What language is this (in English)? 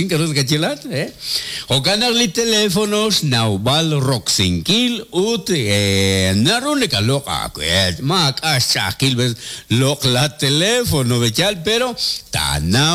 Kekchí